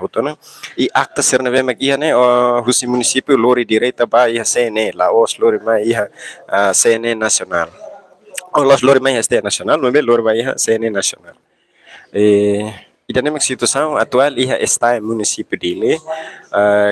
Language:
Tetum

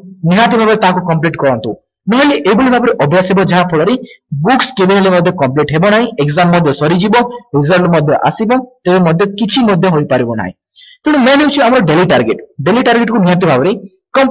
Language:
Odia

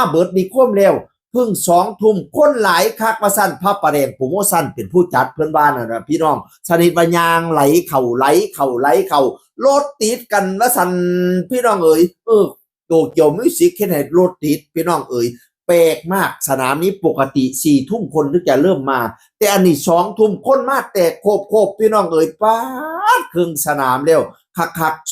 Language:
Northeastern Thai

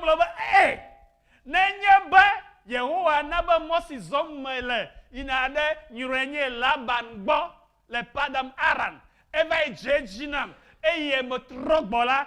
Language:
Ewe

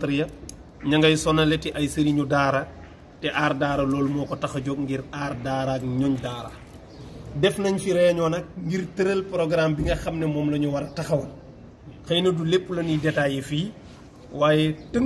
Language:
Wolof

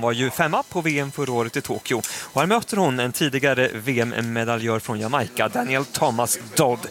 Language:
Swedish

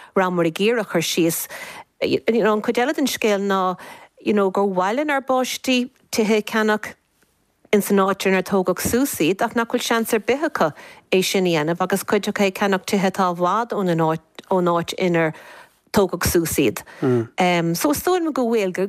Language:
Irish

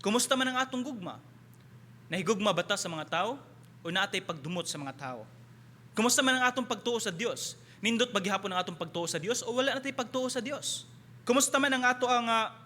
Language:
Cebuano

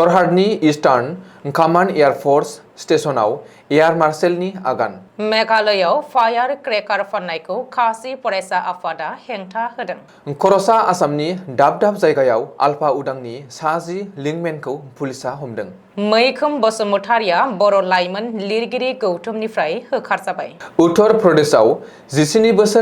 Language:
Bodo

